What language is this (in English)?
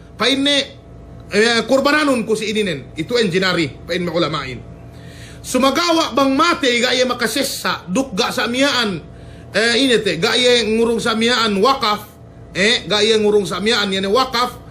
Yakan